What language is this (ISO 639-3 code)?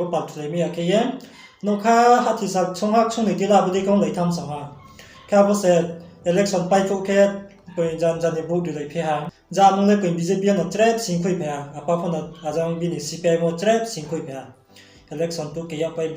ria